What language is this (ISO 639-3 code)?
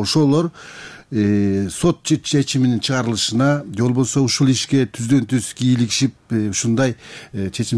kir